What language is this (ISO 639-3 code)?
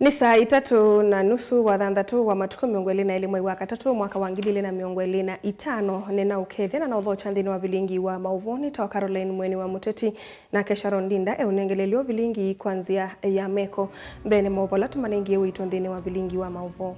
kam